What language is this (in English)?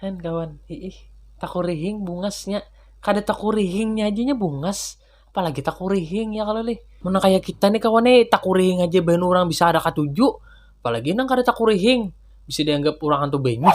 Banjar